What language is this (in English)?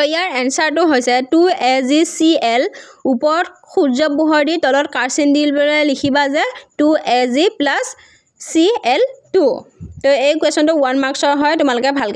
Assamese